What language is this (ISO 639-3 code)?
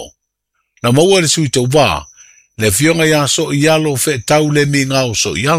smo